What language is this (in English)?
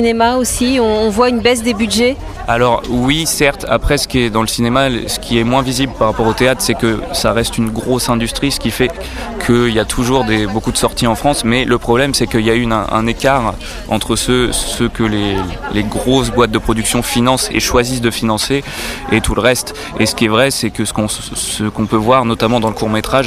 French